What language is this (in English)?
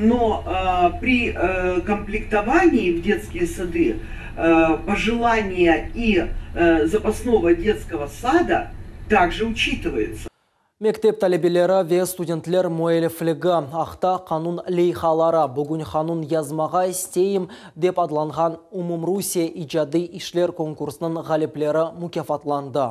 Crimean Tatar